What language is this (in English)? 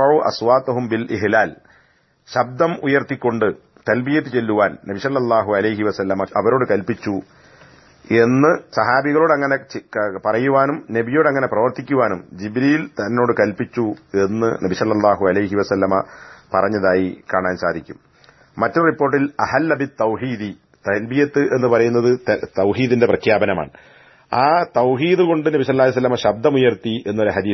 Malayalam